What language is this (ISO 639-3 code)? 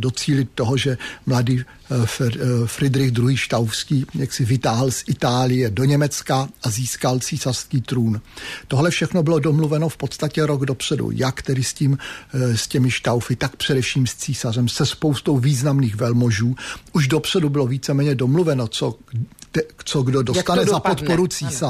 ces